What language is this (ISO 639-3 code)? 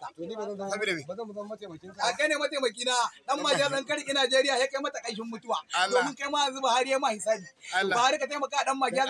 hau